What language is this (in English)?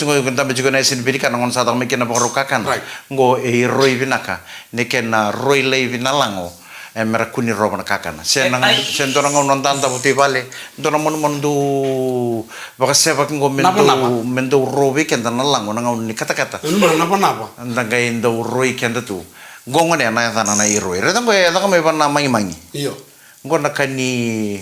Fijian